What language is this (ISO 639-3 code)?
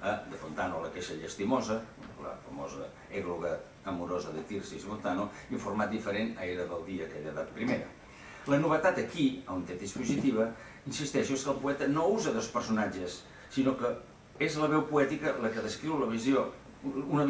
cat